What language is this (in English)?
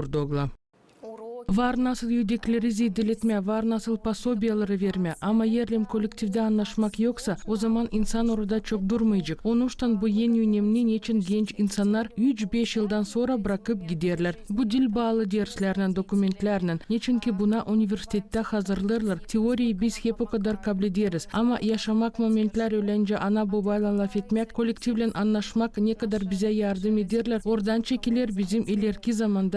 Gagauz